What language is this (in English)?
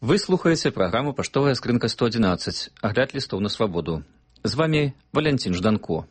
Belarusian